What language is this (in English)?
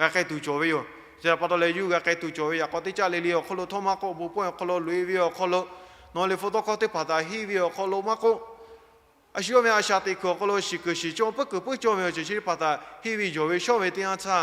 Lahu